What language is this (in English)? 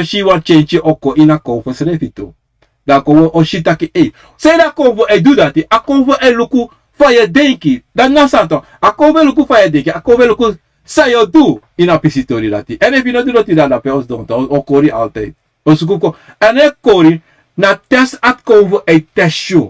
Sranan Tongo